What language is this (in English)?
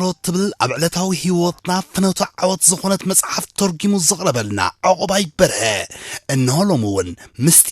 Tigrinya